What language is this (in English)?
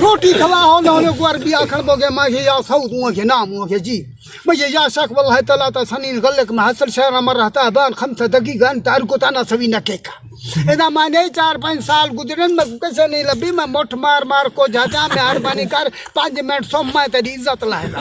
Saraiki